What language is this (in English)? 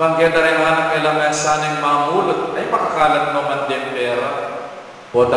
Pampanga